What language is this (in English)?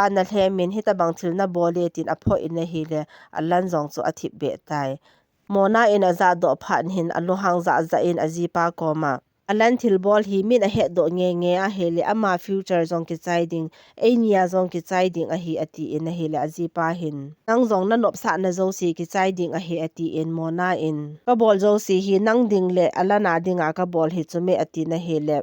Thado Chin